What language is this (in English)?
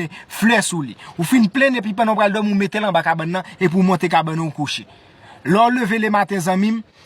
Haitian Creole